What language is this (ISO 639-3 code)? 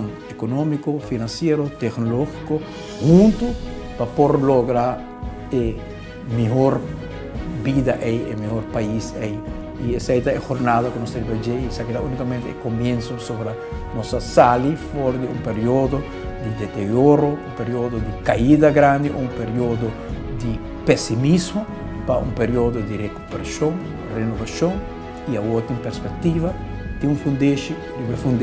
pap